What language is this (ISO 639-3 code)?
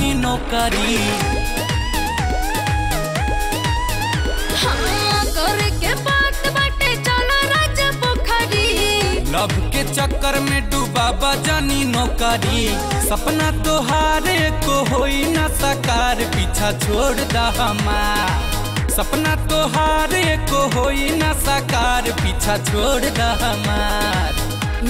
bho